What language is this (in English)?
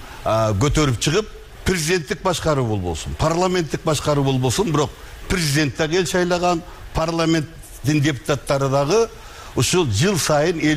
Kyrgyz